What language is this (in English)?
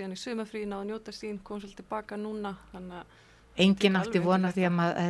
Icelandic